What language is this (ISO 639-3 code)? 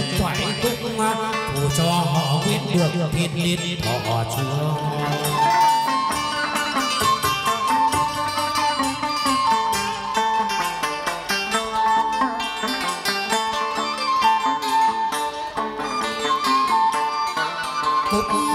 vie